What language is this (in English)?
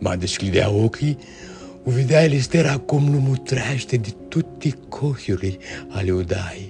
Aromanian